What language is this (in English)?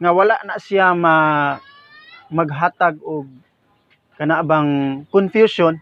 Cebuano